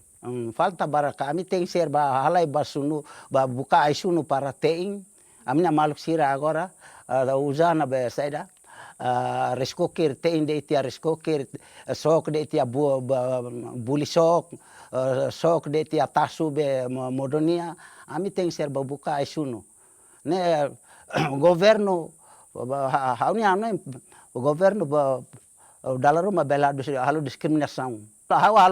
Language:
Tetum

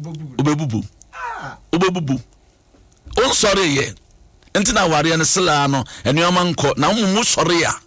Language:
Akan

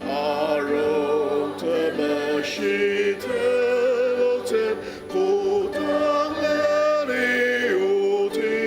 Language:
Ao Naga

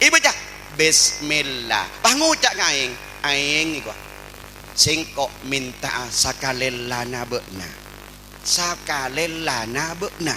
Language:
Madurese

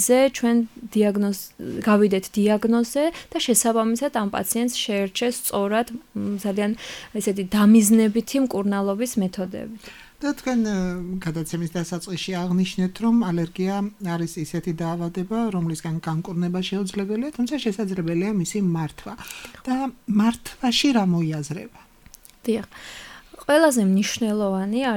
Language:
Georgian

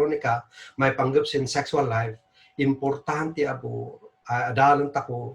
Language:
Kankanaey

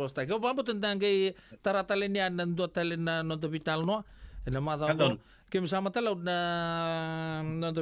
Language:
Fijian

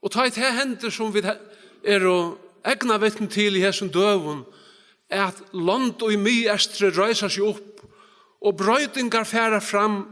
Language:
Faroese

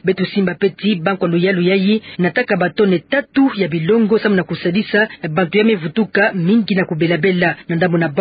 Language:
Kituba (Democratic Republic of Congo)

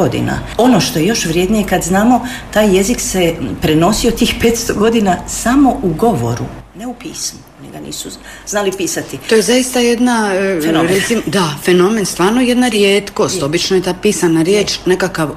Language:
Croatian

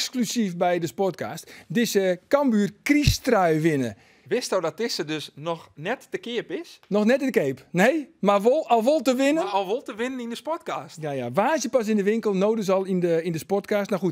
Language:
Western Frisian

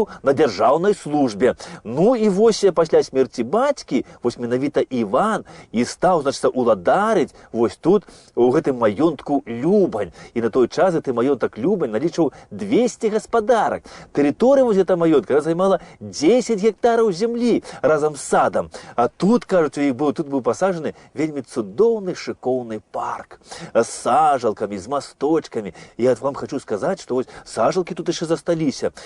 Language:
Belarusian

